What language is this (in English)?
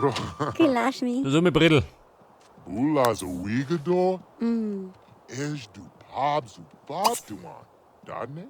Bavarian